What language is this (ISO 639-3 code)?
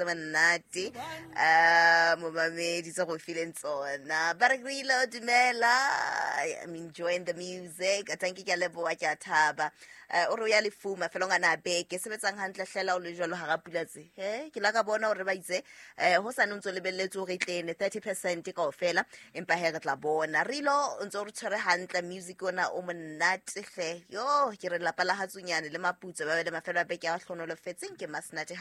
sot